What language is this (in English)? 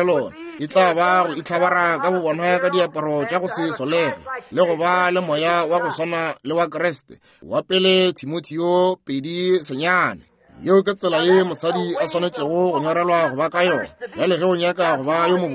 Northern Sotho